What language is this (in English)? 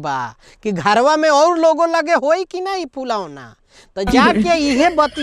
Bhojpuri